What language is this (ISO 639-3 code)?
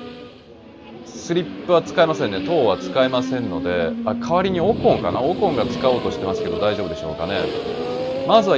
jpn